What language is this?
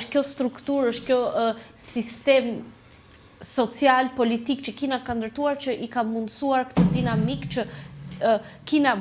Albanian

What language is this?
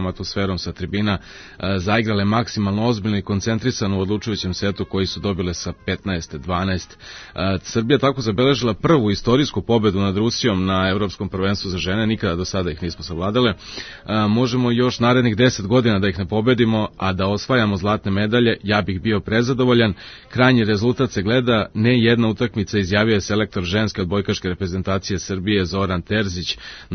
Serbian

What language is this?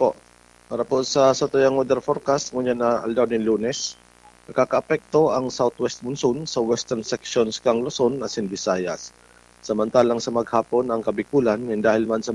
Bikol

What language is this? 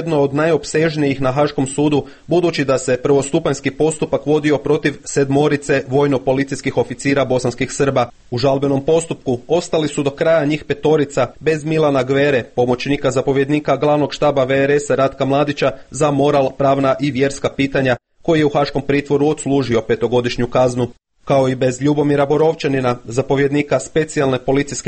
Croatian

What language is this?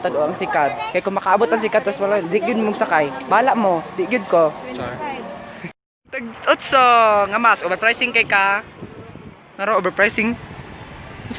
Cebuano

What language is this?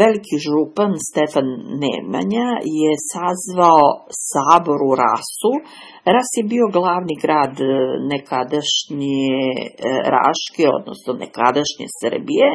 Serbian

